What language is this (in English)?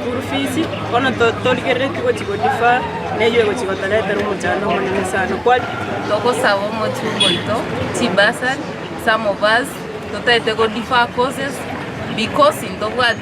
Gusii